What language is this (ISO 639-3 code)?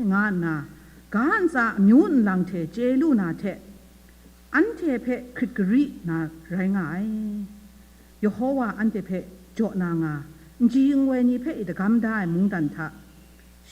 kac